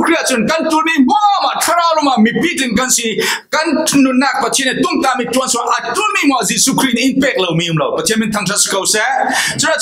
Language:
Falam Chin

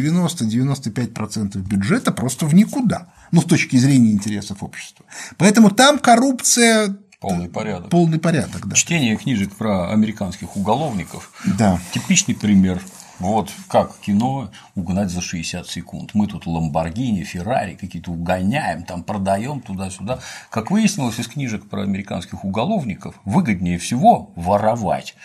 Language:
Russian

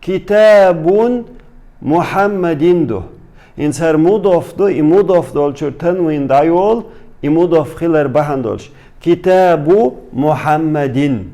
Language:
Chechen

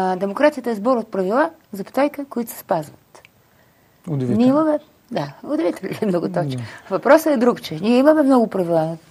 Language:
Bulgarian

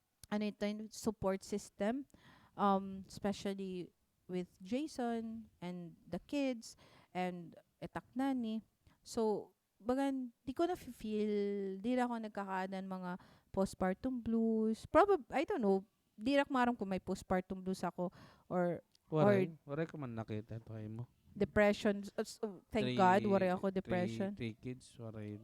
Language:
Waray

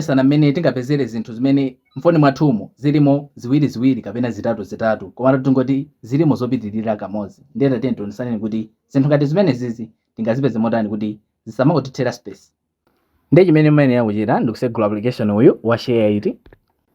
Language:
Nyanja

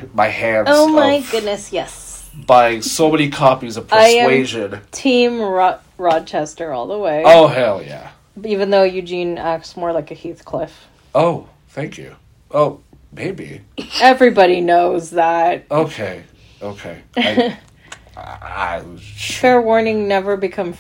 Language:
English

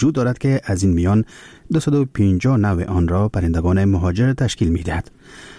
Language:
Persian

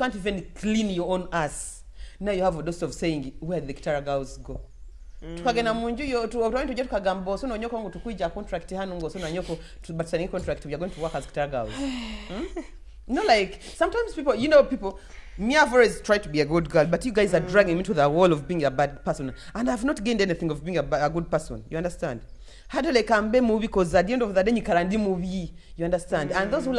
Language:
Nyoro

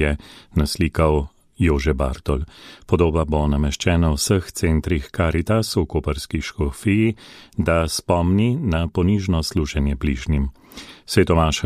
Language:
Slovenian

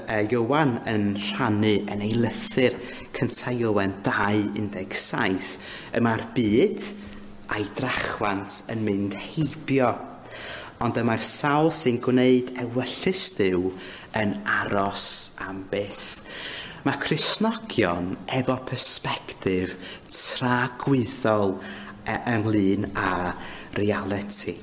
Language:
Welsh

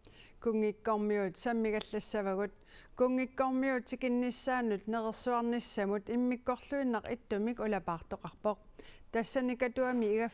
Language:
Kalaallisut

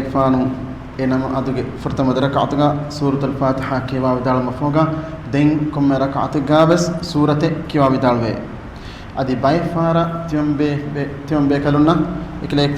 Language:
Divehi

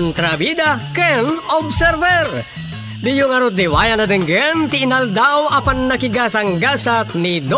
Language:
Iloko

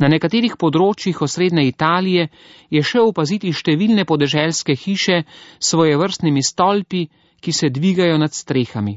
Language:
Slovenian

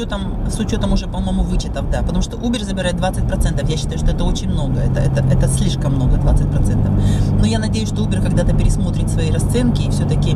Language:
Russian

